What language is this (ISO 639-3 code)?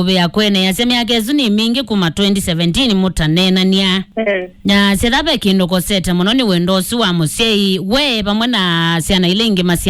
kam